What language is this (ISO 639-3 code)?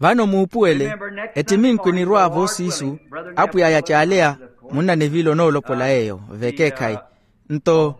vmw